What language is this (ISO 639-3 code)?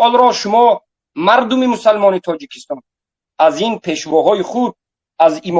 tgk